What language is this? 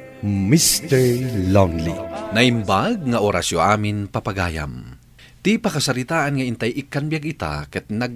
Iloko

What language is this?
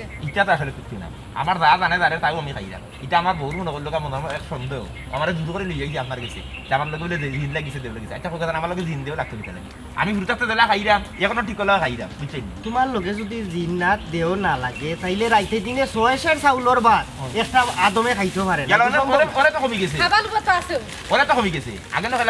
Sylheti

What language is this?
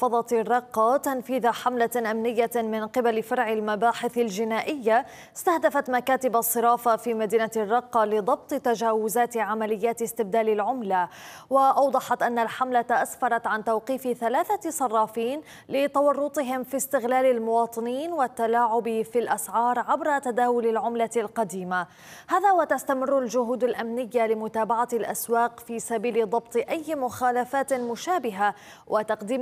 Arabic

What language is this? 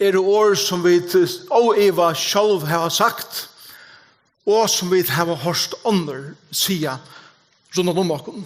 Faroese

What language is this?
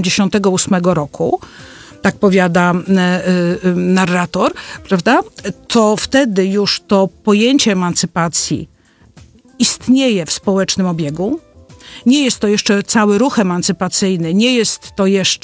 Polish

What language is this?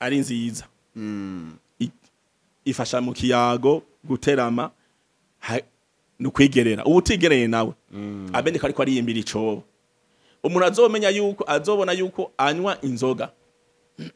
Rundi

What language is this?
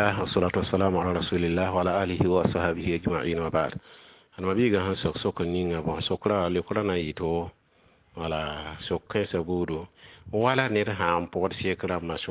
Mossi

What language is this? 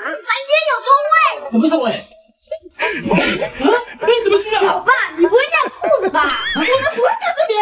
Chinese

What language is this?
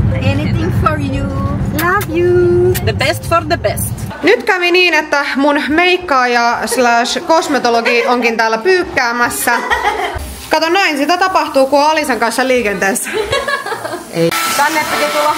Finnish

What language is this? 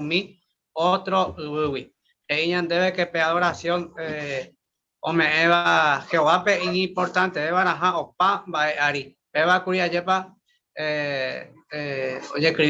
Guarani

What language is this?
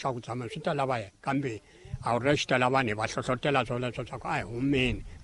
Tsonga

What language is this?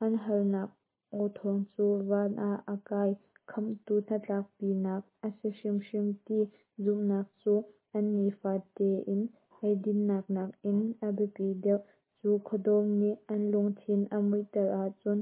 Hakha Chin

